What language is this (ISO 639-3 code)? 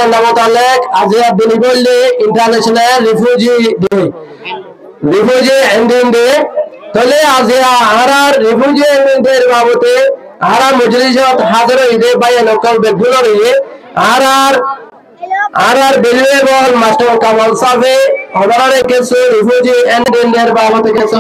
rhg